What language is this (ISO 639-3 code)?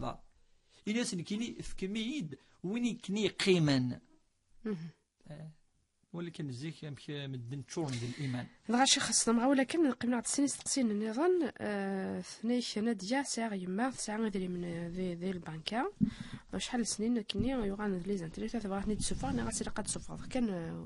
kab